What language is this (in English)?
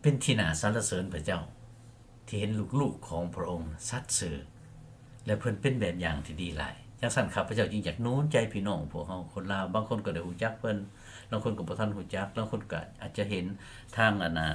Lao